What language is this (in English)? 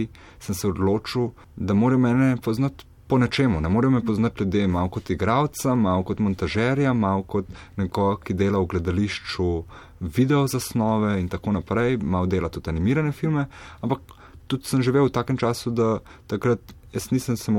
Slovenian